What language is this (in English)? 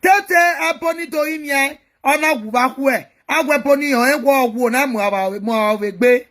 Nigerian Pidgin